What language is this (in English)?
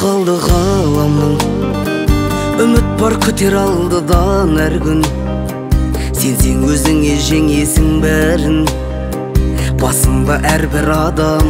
Kazakh